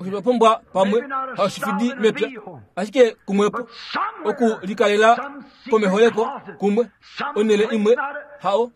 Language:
Kuanyama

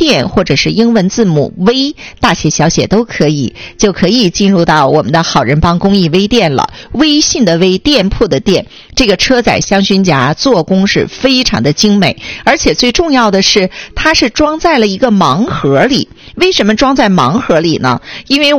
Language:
Chinese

